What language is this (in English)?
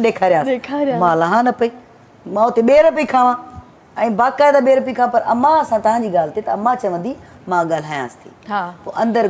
Sindhi